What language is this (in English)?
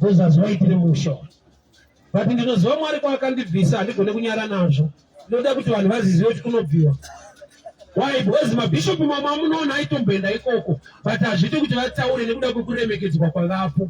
Shona